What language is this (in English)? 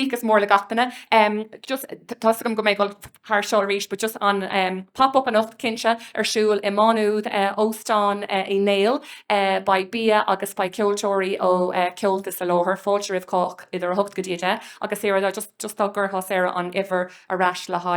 Irish